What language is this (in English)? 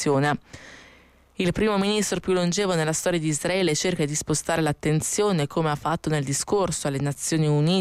Italian